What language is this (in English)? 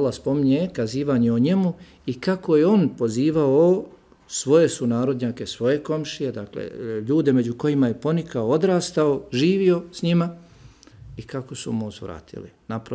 Bosnian